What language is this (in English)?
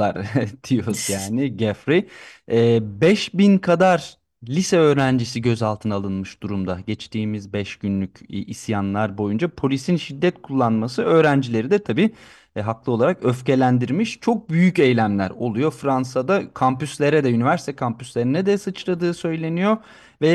Turkish